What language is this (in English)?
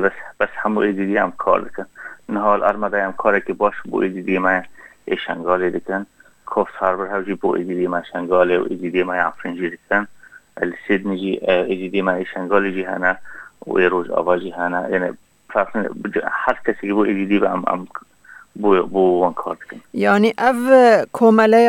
Kurdish